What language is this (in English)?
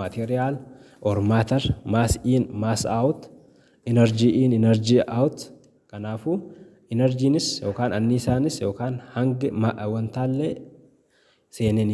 Oromo